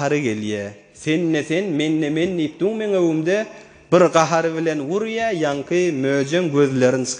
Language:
Turkmen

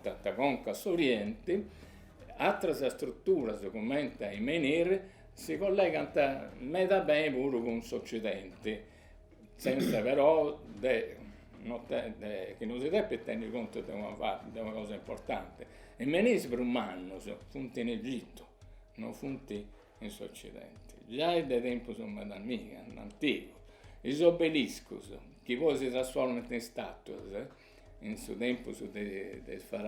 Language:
Sardinian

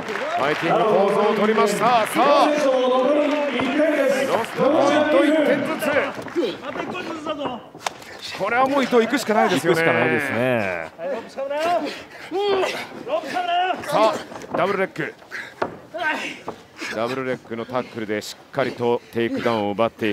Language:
Japanese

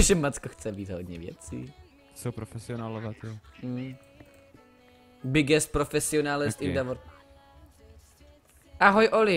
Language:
Czech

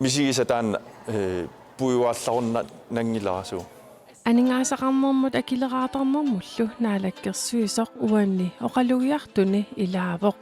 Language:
Kalaallisut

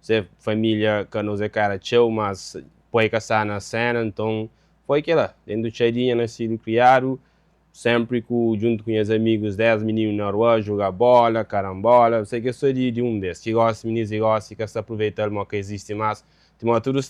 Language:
Kabuverdianu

